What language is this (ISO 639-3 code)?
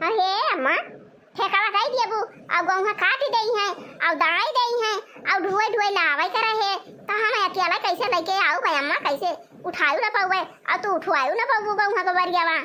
awa